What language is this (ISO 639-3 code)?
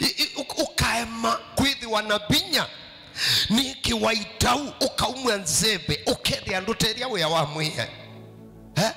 kam